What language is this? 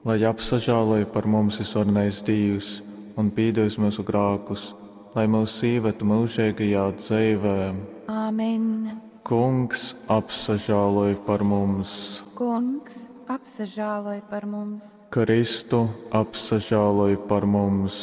Latgalian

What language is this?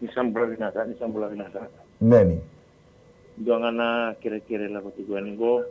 Fijian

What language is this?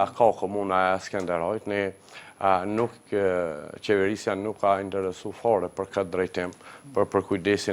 Albanian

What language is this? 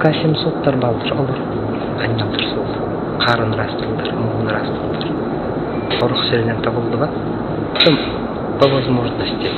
Yakut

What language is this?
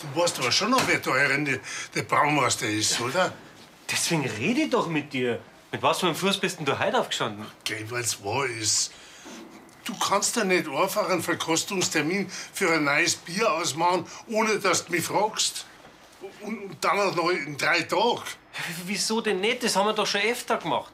Bavarian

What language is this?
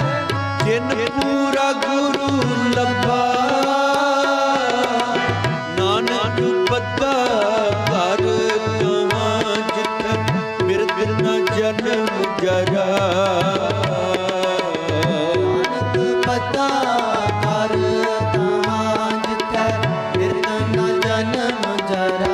Punjabi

